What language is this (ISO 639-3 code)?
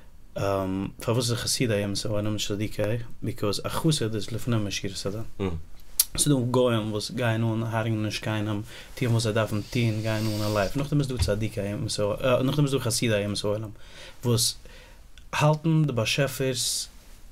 yid